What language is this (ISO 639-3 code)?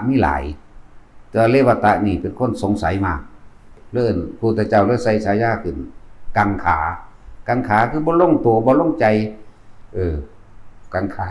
lao